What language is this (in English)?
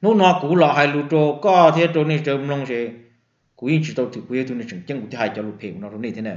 Hmong